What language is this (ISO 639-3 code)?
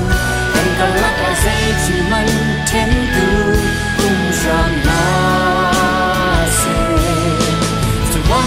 cnh